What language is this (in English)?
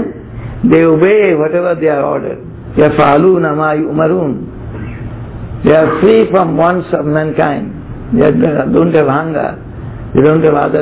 English